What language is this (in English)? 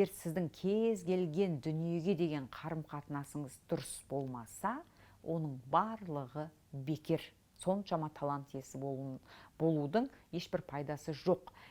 Kazakh